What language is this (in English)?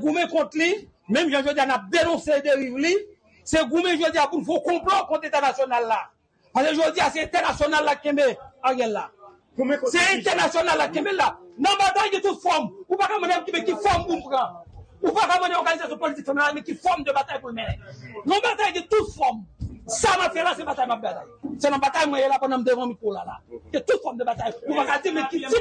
Haitian Creole